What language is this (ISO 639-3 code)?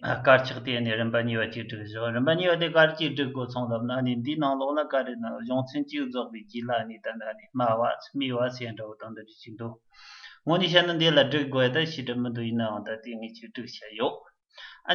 bod